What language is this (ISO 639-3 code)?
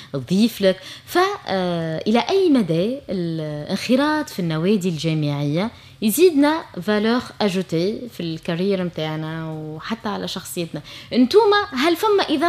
aeb